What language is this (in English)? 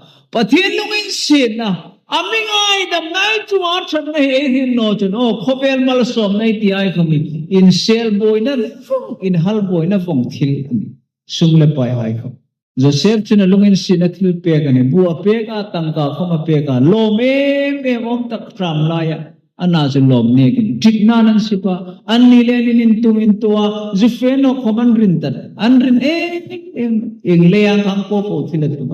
Hmar